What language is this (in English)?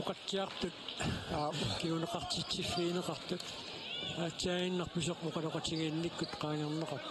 Kalaallisut